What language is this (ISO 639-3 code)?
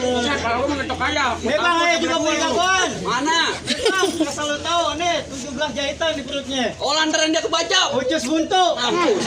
bew